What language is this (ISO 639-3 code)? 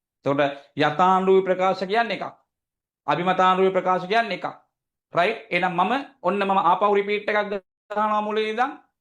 sin